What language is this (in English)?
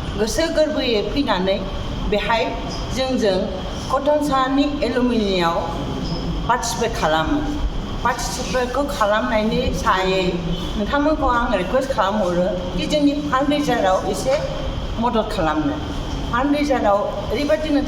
Bodo